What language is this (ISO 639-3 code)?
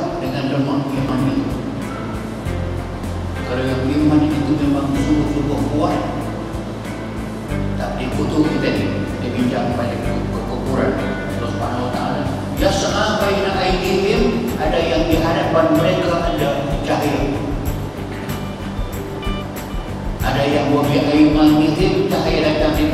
msa